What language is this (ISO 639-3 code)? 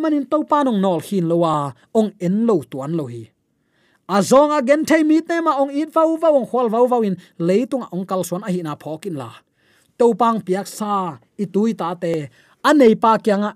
ctd